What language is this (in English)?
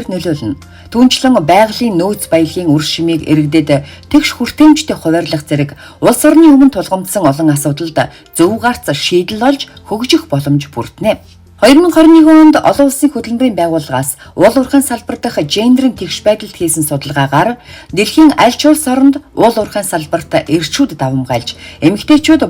Mongolian